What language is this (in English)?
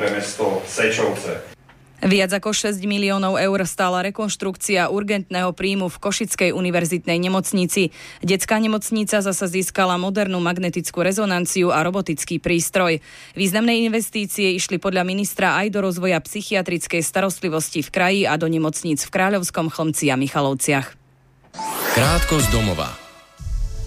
Slovak